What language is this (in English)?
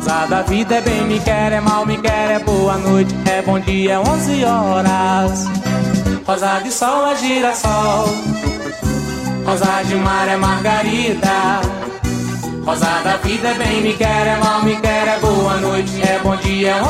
Portuguese